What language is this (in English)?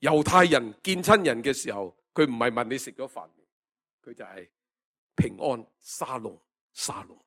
Cantonese